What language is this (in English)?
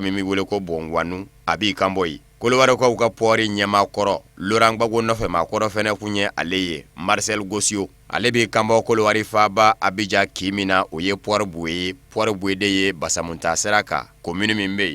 Bambara